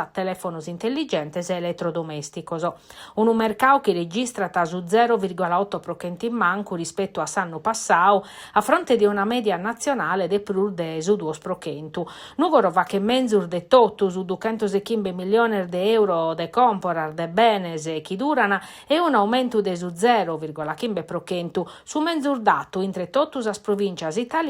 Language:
Sardinian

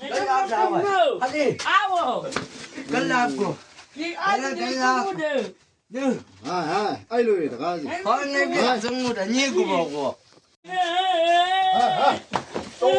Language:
Chang Naga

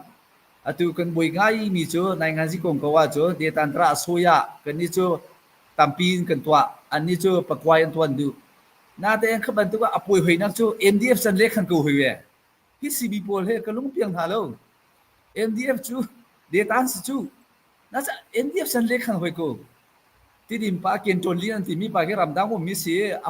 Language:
Hakha Chin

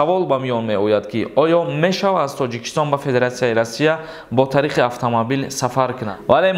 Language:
Tajik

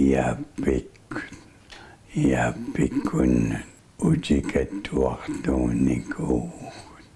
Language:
Kalaallisut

